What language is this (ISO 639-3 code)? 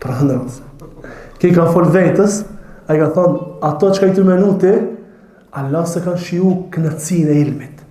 sqi